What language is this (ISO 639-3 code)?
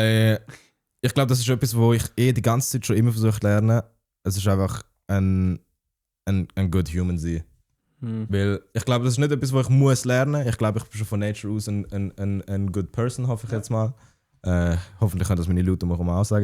gsw